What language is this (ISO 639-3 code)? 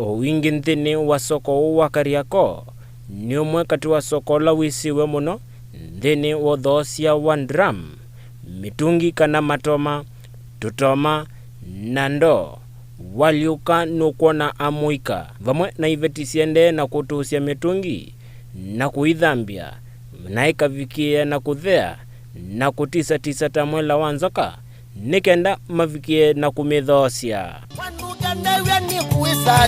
kam